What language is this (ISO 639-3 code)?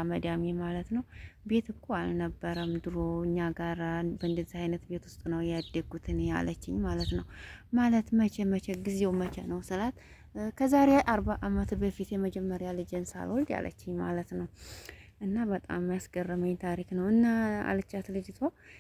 amh